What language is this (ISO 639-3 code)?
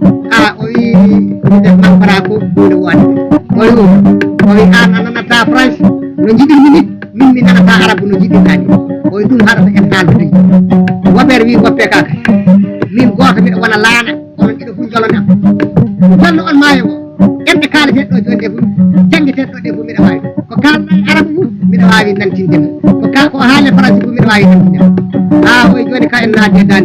ful